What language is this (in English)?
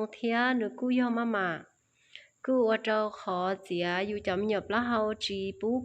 Hmong